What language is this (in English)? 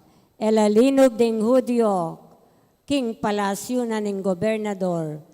Pampanga